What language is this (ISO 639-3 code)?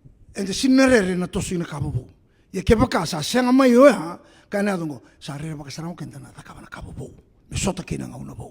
fij